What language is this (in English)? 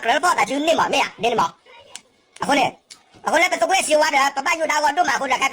S'gaw Karen